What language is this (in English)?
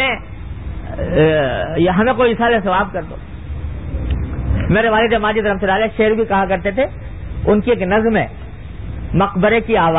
Urdu